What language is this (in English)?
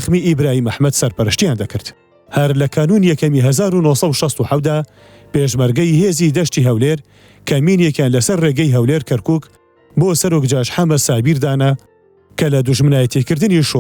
Central Kurdish